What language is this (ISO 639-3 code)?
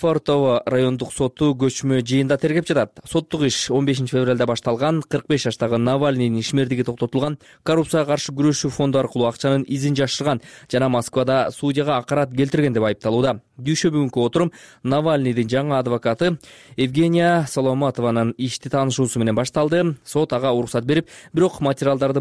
kir